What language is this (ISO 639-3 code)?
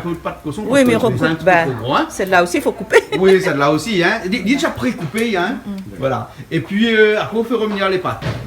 rcf